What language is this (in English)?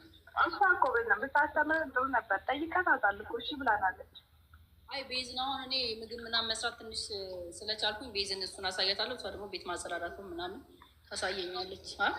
Amharic